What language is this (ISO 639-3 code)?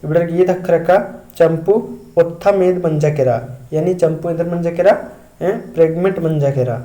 kru